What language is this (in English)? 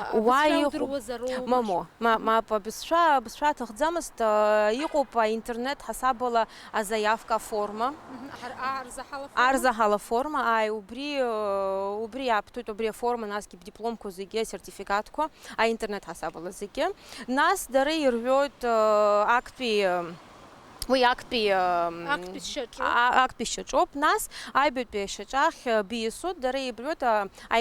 Abkhazian